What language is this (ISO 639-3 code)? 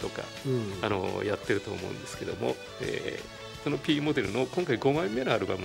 jpn